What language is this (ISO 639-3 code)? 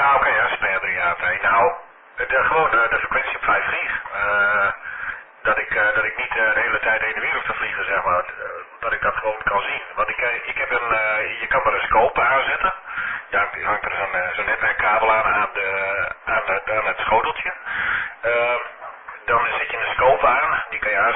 nld